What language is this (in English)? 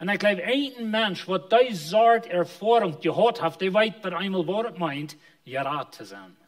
Plautdietsch